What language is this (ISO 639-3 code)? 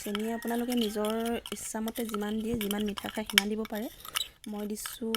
asm